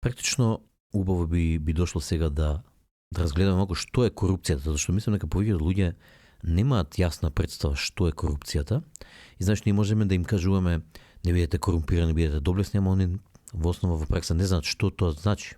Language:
Macedonian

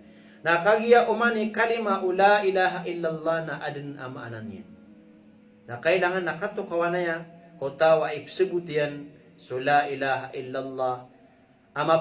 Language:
Maranao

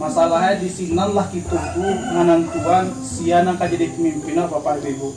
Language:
Minangkabau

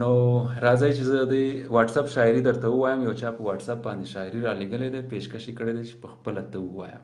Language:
Pashto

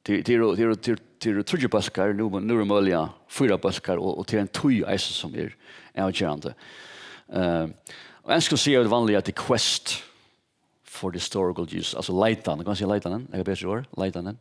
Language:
Faroese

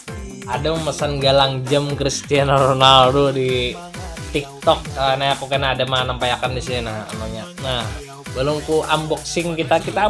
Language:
Banjar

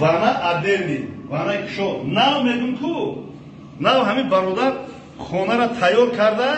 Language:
Tajik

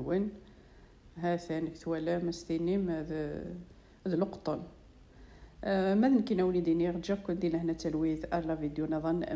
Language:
Kabyle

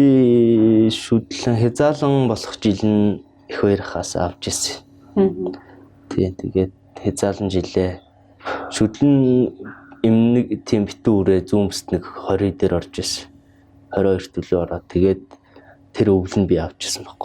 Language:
Mongolian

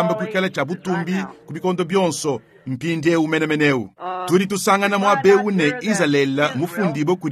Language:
Luba-Lulua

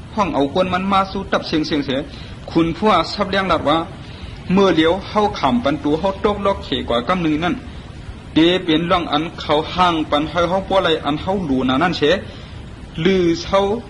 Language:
Shan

